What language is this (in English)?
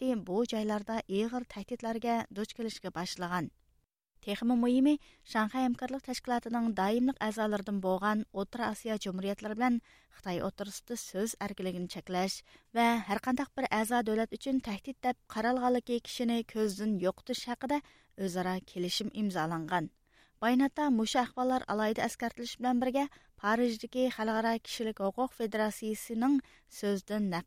Uyghur